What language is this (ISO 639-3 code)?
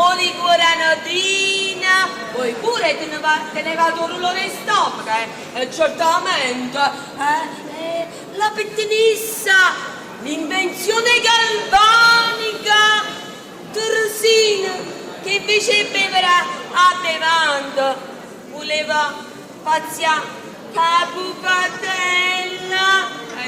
nap